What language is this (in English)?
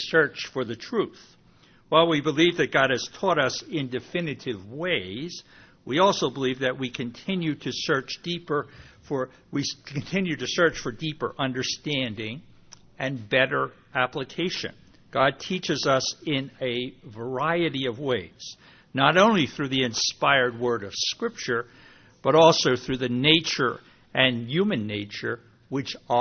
English